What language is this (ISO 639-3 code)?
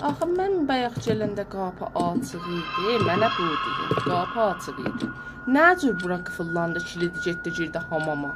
azb